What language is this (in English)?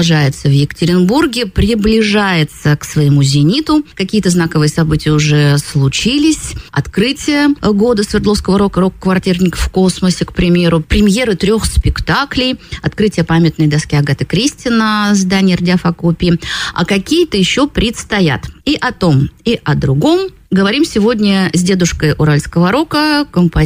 Russian